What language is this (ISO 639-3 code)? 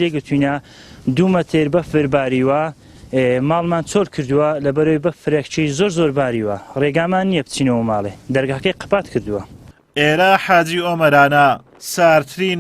ckb